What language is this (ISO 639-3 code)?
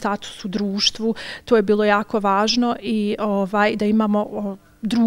bos